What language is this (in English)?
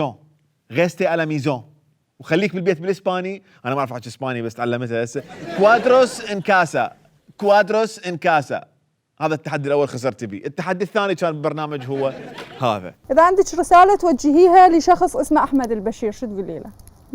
Mesopotamian Arabic